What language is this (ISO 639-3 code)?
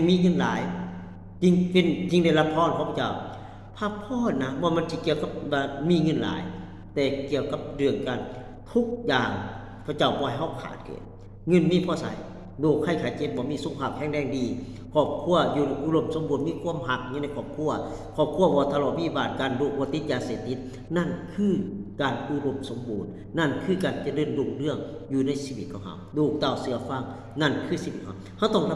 lao